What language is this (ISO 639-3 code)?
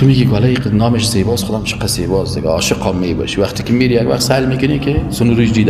fas